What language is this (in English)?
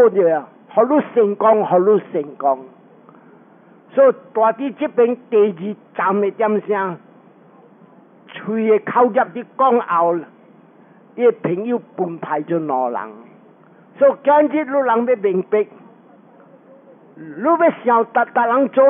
Min Nan Chinese